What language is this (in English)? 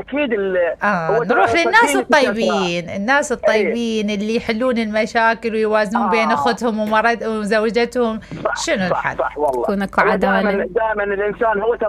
Mesopotamian Arabic